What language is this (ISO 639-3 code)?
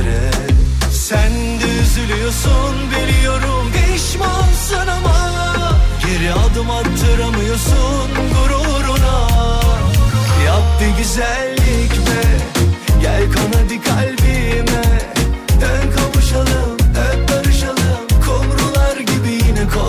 tur